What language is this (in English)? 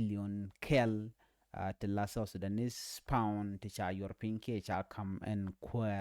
Nuer